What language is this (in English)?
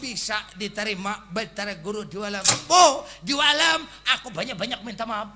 Banjar